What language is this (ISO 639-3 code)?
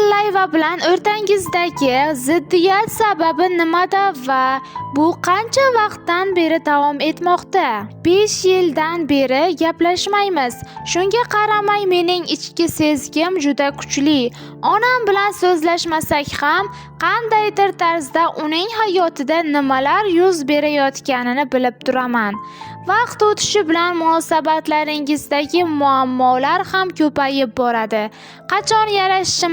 uzb